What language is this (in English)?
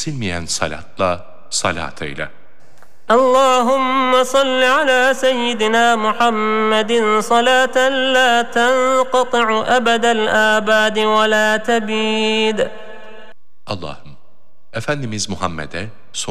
Turkish